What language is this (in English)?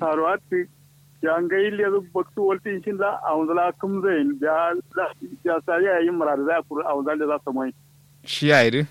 Kanuri